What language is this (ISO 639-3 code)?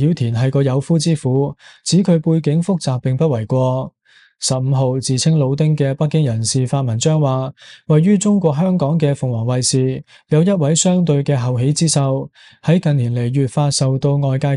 yue